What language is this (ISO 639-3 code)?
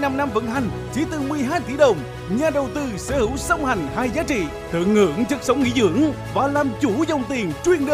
vie